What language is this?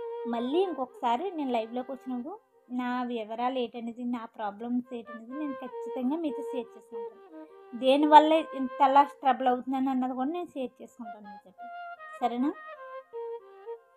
Telugu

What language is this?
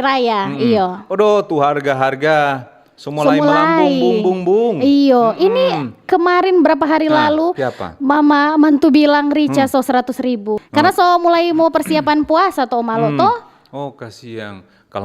Manado Malay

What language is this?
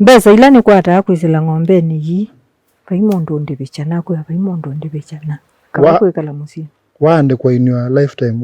Kamba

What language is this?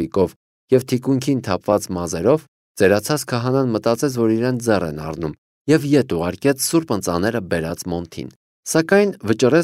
Armenian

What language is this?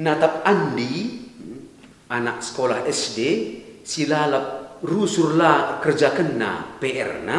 Batak Karo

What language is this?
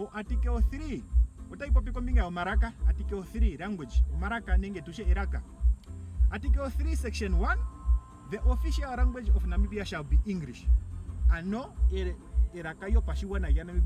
Ndonga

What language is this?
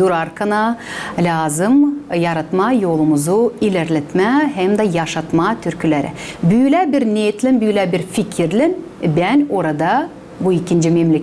Gagauz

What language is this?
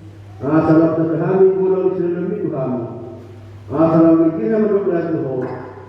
Batak Toba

